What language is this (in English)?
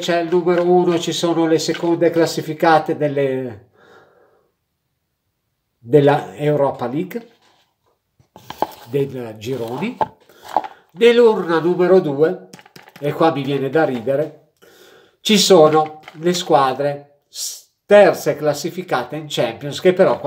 Italian